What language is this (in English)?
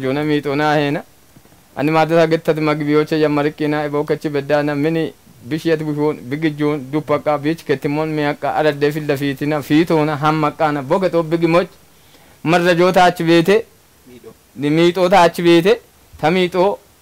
Kafa